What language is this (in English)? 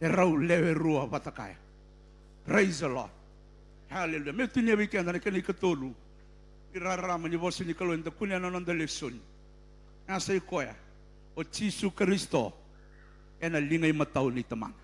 Fijian